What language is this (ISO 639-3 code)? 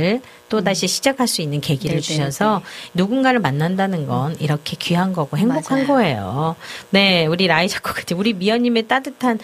kor